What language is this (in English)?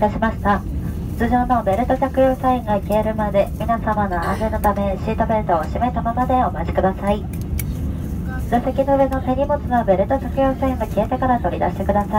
Japanese